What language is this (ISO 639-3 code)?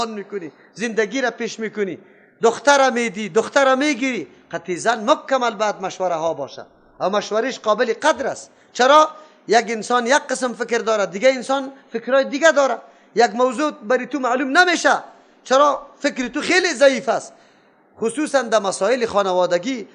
fas